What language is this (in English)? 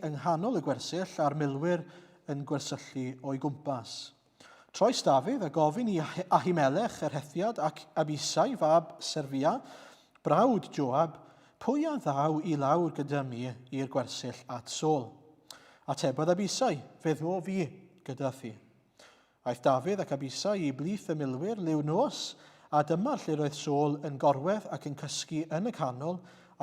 Welsh